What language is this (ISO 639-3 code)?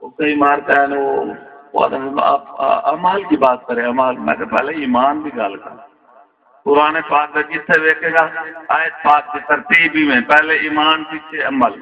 skr